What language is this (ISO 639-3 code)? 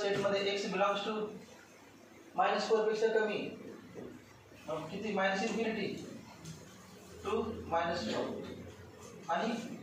mar